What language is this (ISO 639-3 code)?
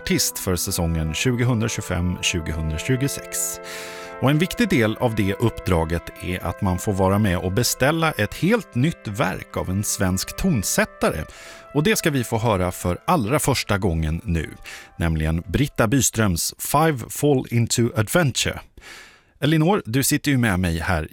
swe